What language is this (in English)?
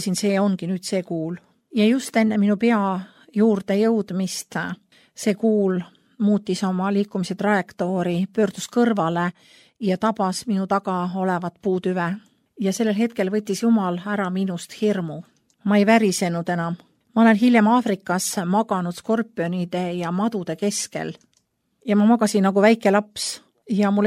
Estonian